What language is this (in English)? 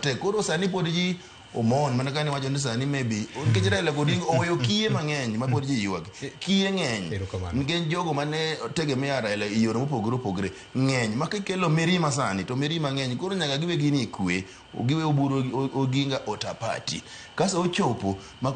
Luo (Kenya and Tanzania)